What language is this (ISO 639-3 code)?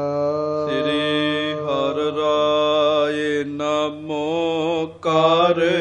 pan